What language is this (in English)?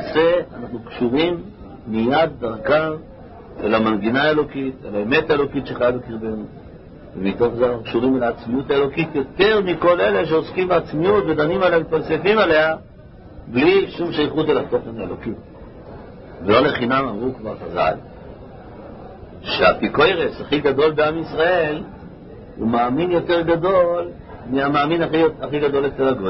Hebrew